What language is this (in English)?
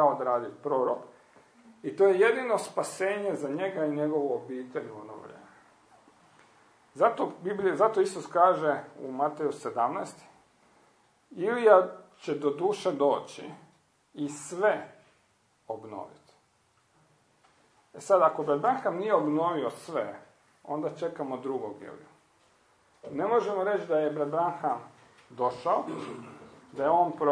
Croatian